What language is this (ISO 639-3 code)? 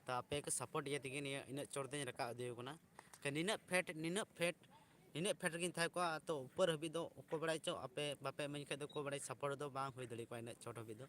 sat